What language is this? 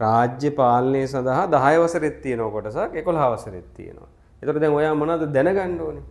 Sinhala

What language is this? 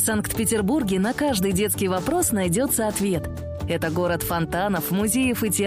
Russian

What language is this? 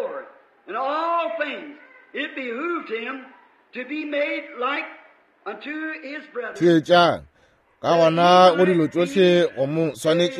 Northern Sotho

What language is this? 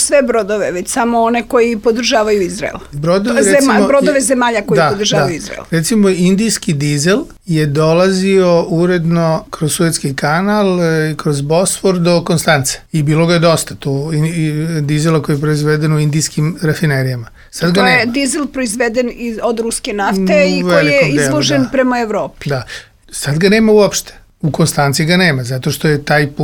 Serbian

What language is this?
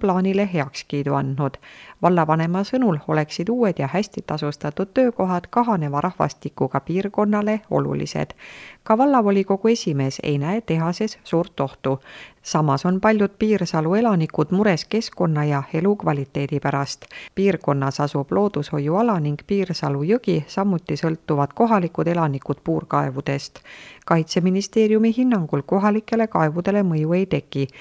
Estonian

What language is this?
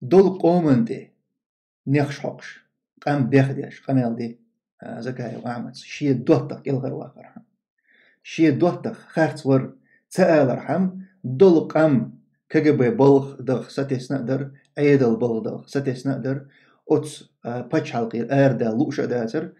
Chechen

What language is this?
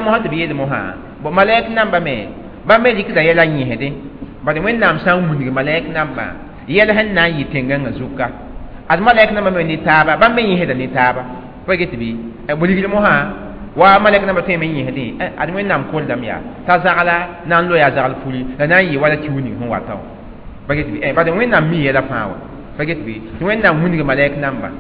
Mossi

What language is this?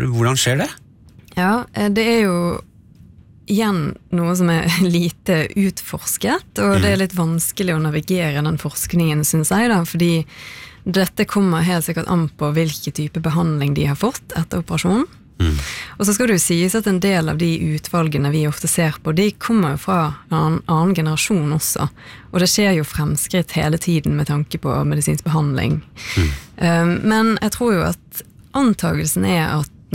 Norwegian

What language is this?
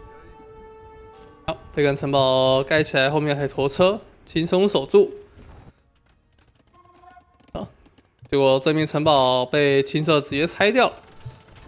Chinese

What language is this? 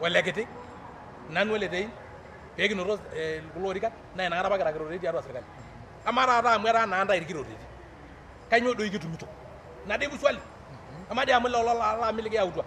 Masai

